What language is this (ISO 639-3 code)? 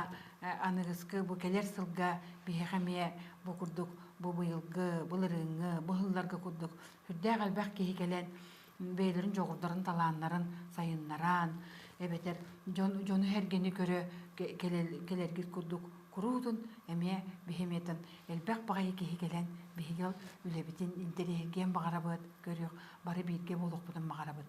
sah